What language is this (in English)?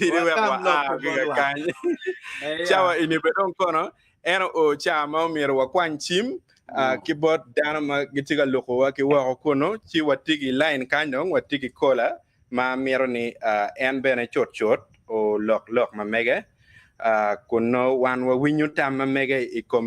Acoli